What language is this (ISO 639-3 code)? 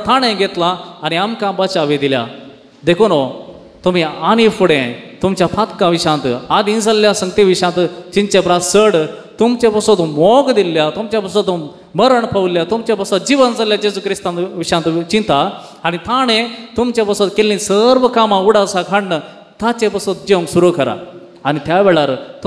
kok